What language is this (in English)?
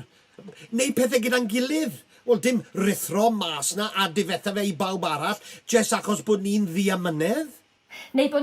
Welsh